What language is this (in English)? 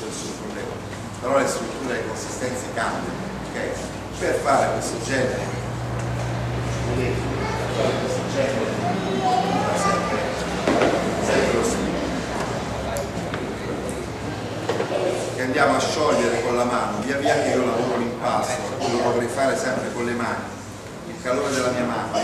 Italian